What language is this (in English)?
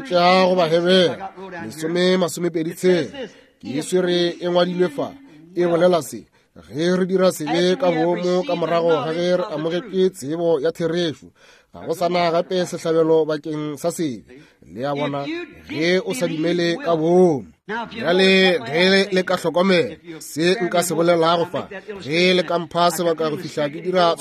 Northern Sotho